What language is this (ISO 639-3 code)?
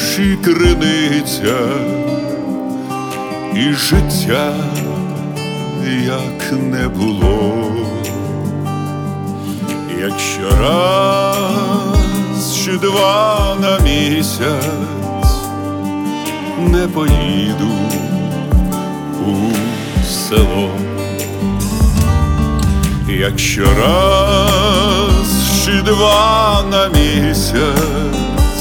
ukr